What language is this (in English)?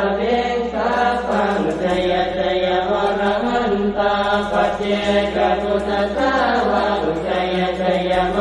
Pali